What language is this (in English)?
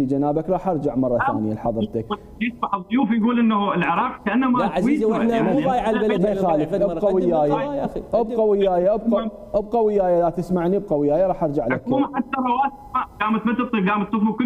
Mesopotamian Arabic